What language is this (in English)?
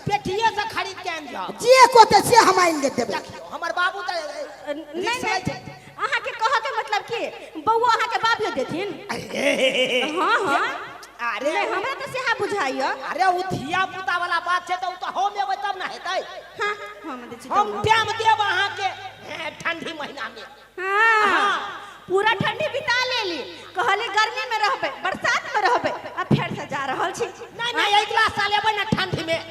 Maithili